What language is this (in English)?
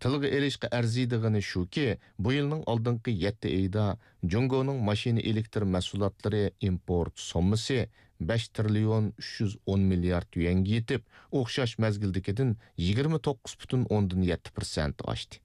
Uyghur